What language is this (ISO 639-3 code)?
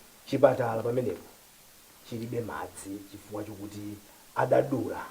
nya